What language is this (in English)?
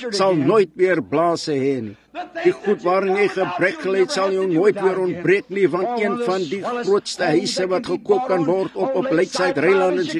Afrikaans